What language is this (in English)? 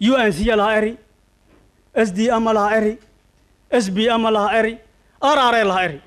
Somali